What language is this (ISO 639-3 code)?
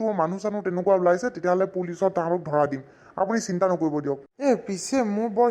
asm